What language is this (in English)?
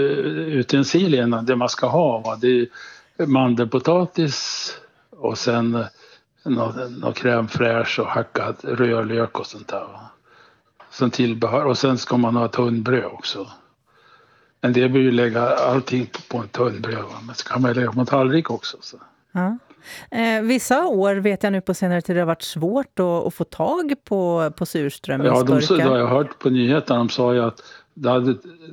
Swedish